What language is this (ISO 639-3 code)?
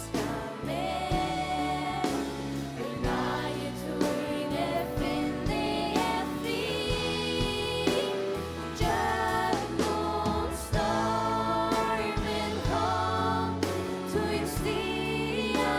fao